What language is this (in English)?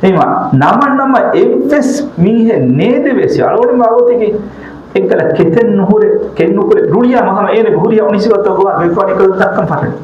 Divehi